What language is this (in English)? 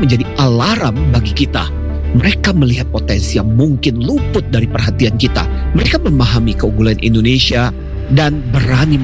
Indonesian